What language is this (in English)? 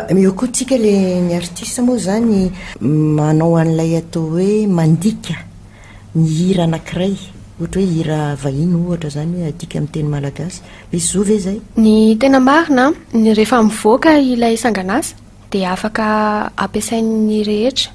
Malagasy